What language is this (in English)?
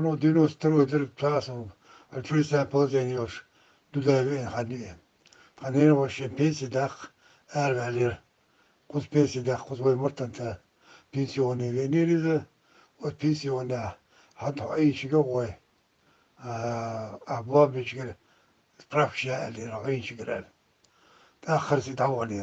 Chechen